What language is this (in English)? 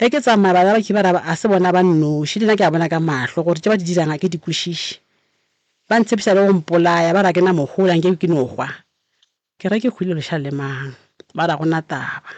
Northern Sotho